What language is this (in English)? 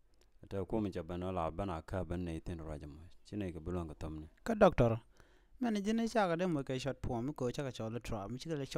Nuer